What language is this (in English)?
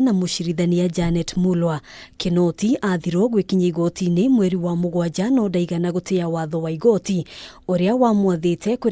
Kikuyu